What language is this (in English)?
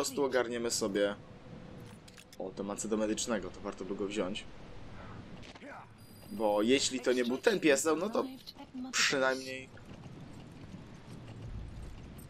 Polish